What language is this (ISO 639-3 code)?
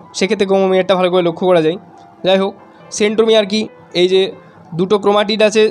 ben